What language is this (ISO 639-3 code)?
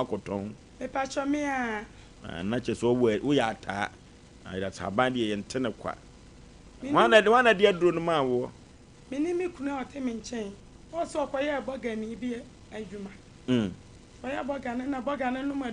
aka